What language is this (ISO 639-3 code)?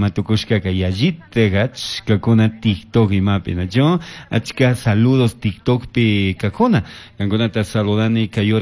qug